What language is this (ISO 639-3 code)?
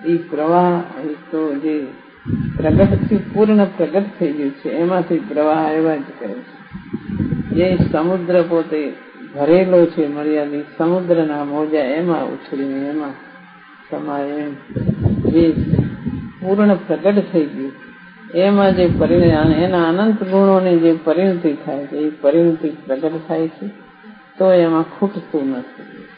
guj